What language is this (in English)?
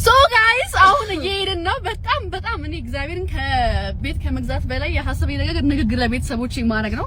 Amharic